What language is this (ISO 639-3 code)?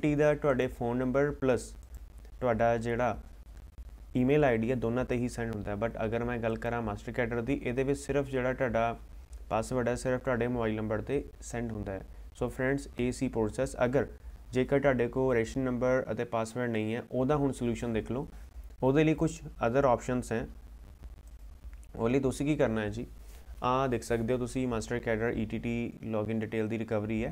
pan